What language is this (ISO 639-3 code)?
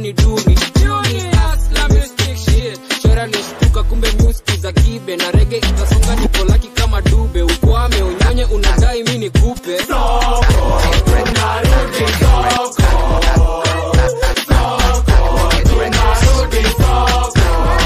swa